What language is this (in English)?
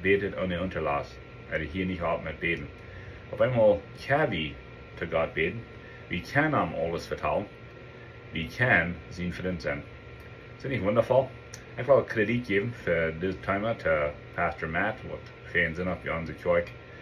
Plautdietsch